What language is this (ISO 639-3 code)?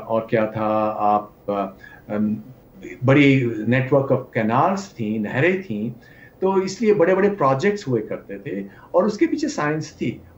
hin